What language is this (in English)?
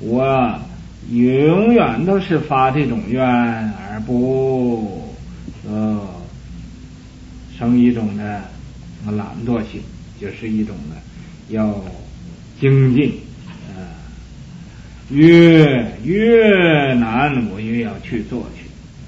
Chinese